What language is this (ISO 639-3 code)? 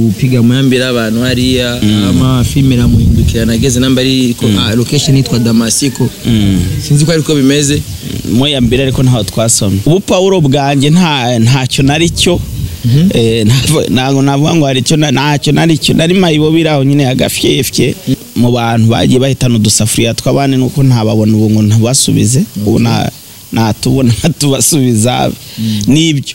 kin